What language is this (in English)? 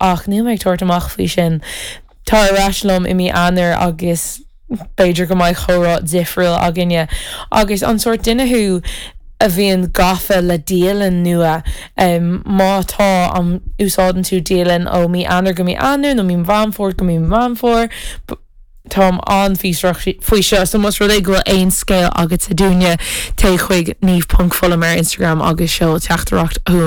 Irish